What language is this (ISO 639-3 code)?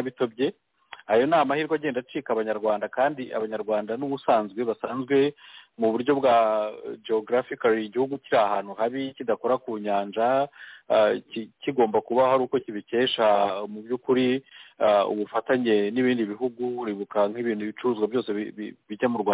kin